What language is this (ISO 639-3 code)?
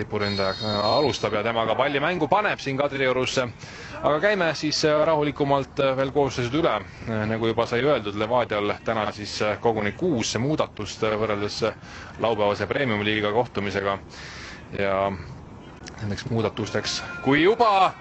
est